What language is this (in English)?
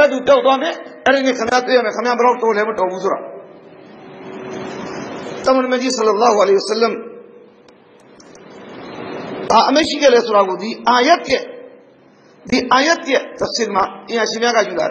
Burmese